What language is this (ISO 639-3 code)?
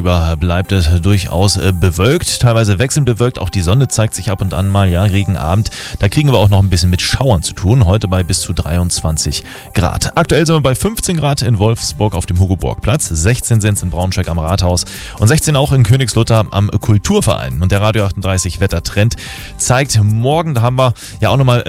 deu